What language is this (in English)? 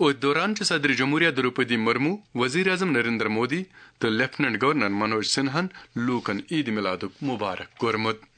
Kashmiri